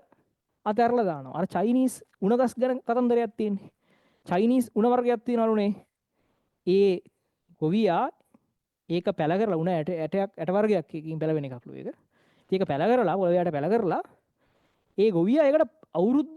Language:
Sinhala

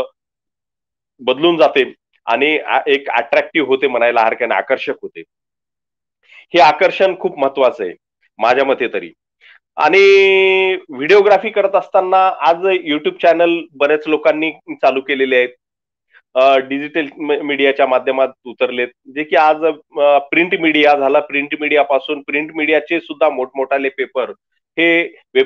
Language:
Marathi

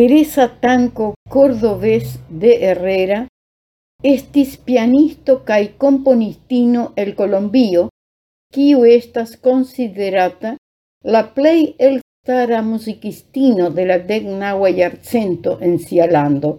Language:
Esperanto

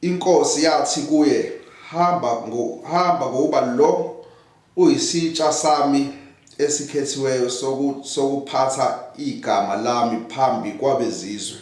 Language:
Zulu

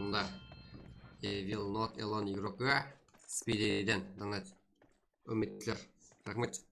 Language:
Kara-Kalpak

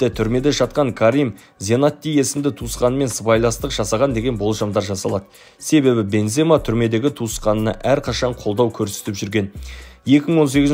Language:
Kazakh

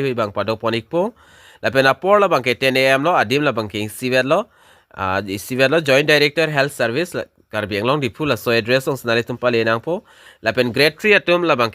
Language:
Karbi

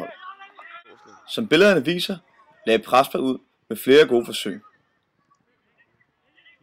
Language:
Danish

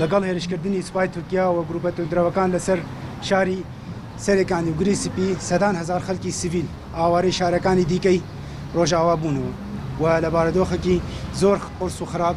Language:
Central Kurdish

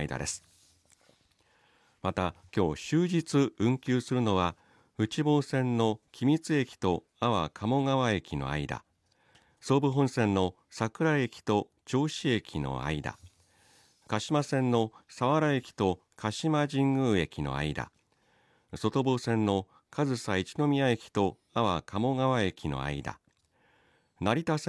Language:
Japanese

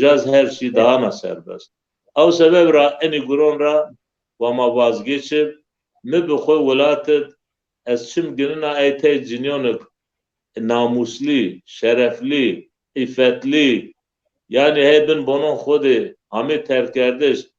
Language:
Zaza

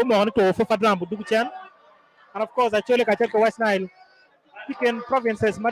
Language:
Acoli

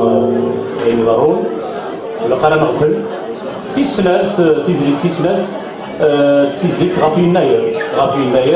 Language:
Kabyle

